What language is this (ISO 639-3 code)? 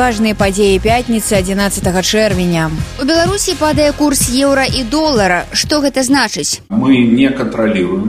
bel